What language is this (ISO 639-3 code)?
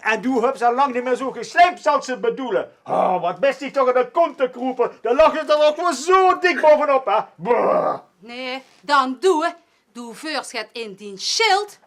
lim